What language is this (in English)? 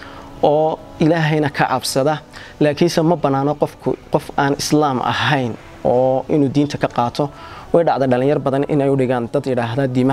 Somali